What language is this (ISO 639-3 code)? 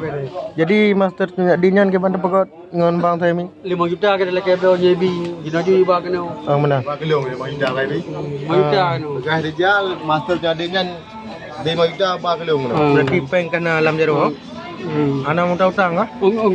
ace